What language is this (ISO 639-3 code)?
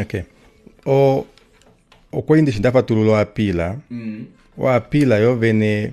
kua